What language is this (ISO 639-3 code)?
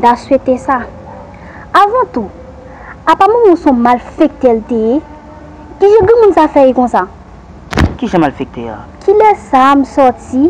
hat